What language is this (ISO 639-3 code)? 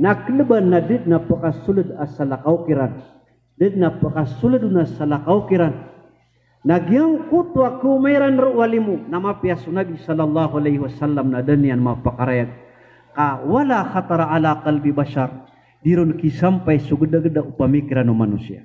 mrw